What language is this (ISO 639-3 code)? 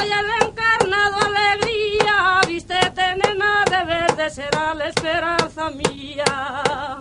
glg